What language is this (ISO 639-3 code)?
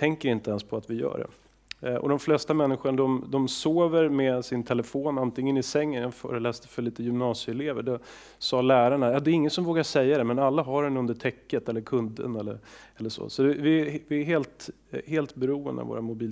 swe